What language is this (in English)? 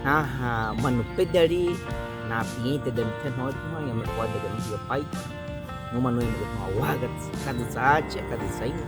Baniwa